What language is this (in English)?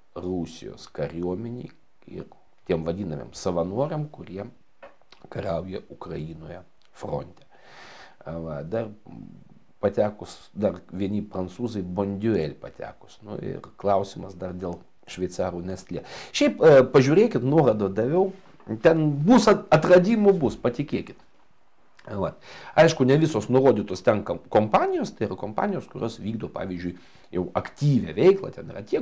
Lithuanian